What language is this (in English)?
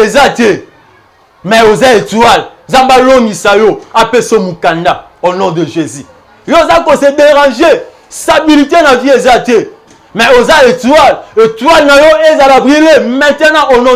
Lingala